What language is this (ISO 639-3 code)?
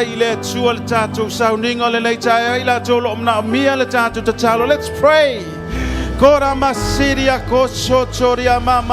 smo